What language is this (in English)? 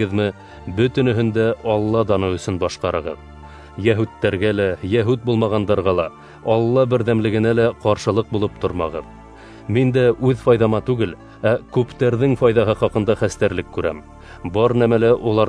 Bashkir